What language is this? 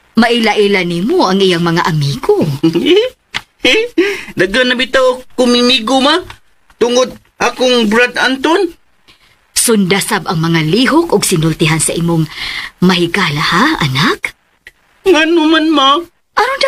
Cebuano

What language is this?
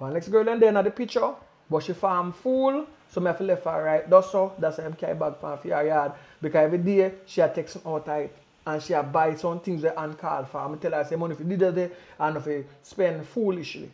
Jamaican Creole English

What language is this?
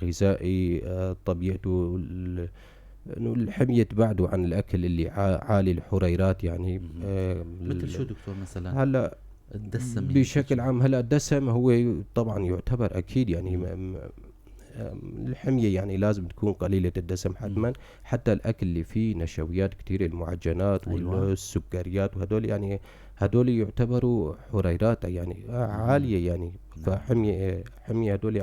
North Levantine Arabic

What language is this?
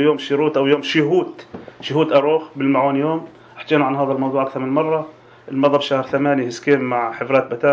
North Levantine Arabic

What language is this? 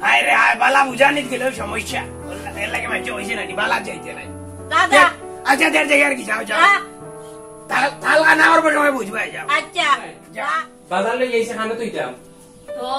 Sylheti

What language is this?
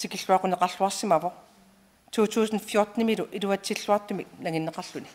Kalaallisut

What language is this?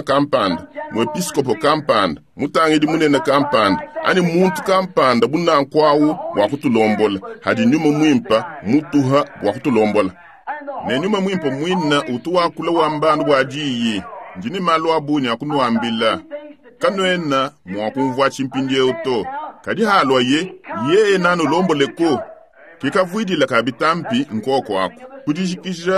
Luba-Lulua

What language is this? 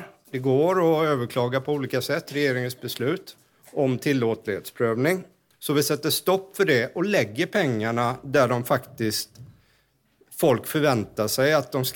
Swedish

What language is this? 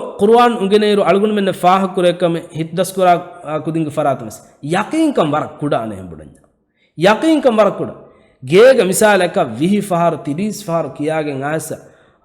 Divehi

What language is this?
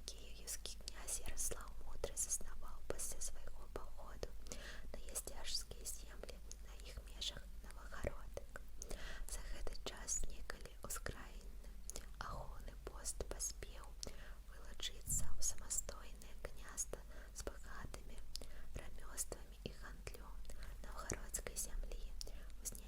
Belarusian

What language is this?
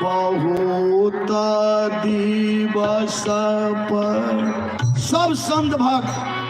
Maithili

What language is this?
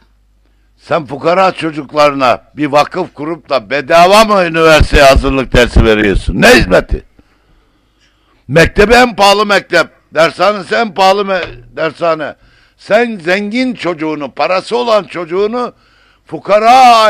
Turkish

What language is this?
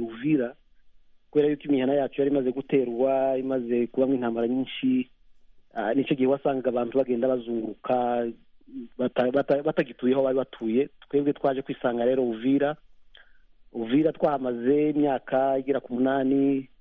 Kinyarwanda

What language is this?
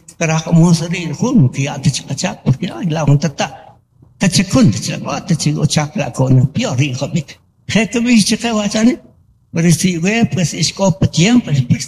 Kaqchikel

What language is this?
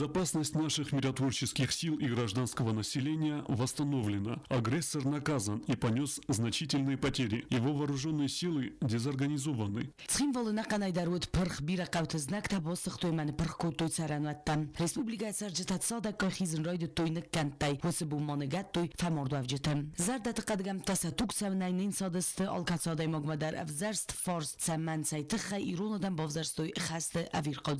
Ossetic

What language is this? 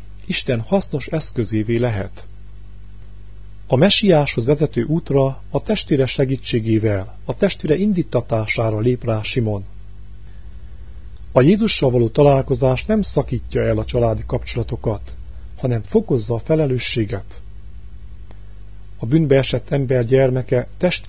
Hungarian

